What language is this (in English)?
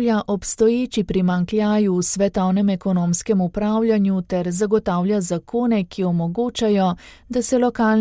Slovenian